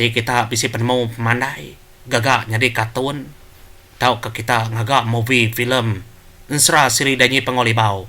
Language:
Iban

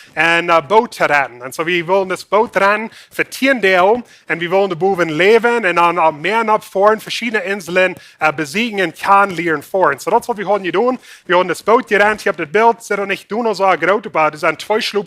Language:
Plautdietsch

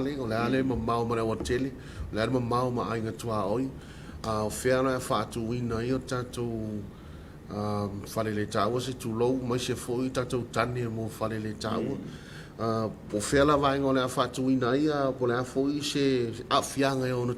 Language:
Samoan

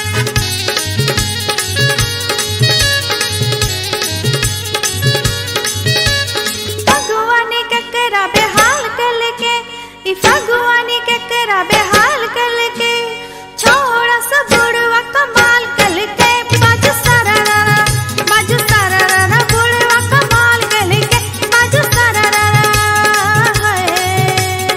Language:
Bhojpuri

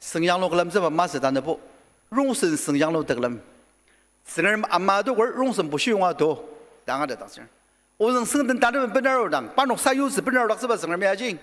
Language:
Ao Naga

